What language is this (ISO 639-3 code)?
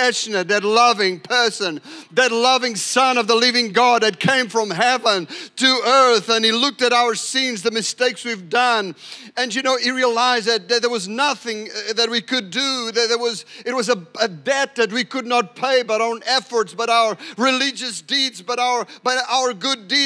eng